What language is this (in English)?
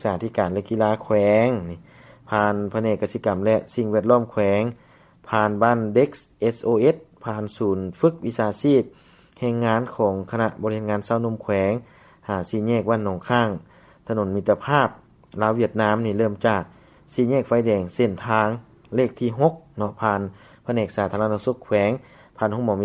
Lao